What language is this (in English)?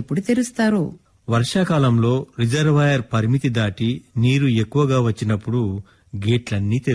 Telugu